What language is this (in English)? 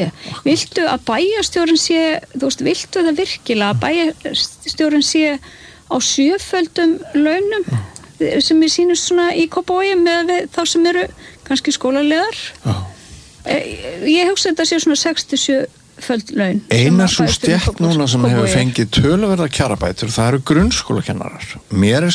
Icelandic